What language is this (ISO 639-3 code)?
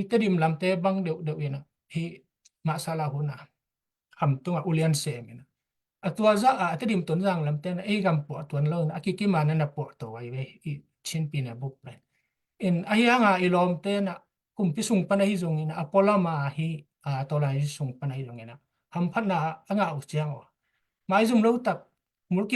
ctd